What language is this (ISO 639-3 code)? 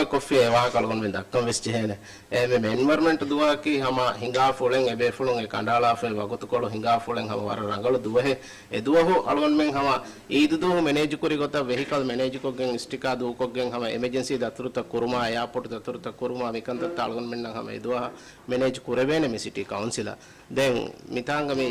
div